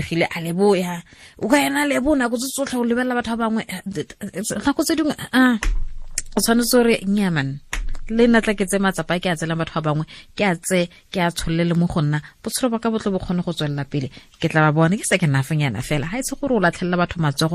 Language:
Tswana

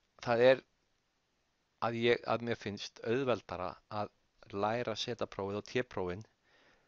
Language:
Icelandic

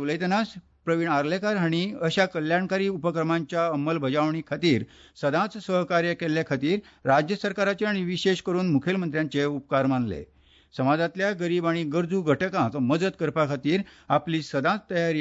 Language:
Konkani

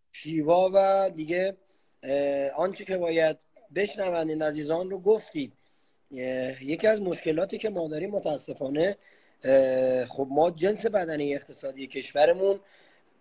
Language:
Persian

